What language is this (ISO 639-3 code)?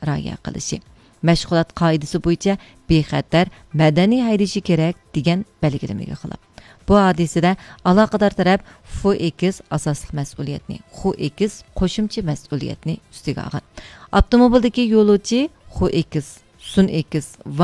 uig